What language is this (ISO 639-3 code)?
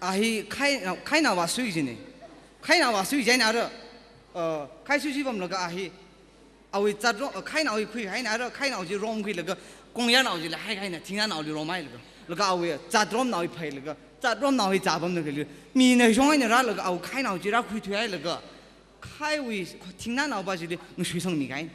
nmf